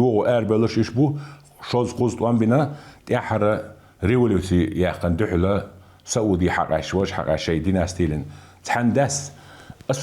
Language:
Chechen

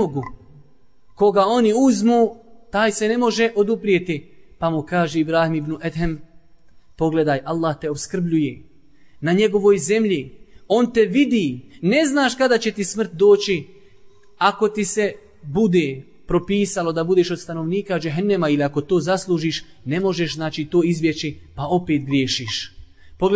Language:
Bosnian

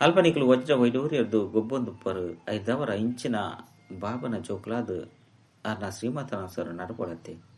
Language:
Tulu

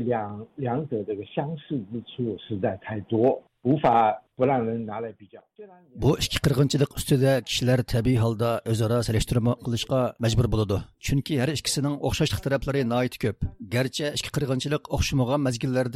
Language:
Uyghur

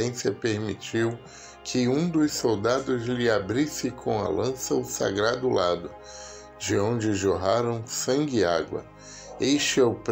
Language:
Portuguese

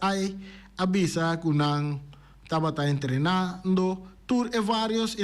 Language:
Papiamento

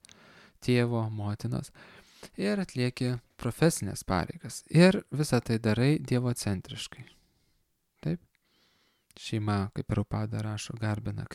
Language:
Lithuanian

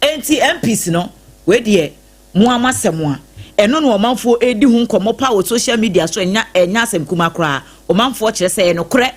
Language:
Akan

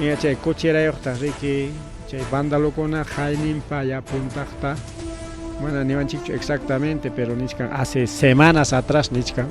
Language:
Ayacucho Quechua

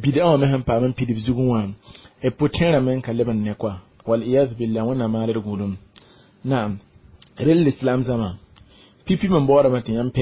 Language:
Mossi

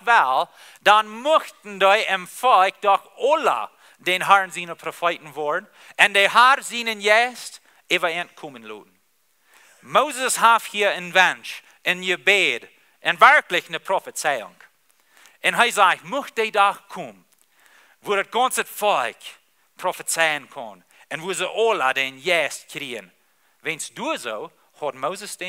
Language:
Plautdietsch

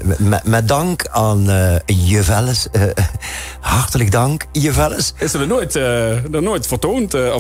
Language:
Limburgish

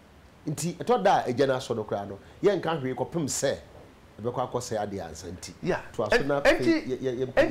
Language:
Akan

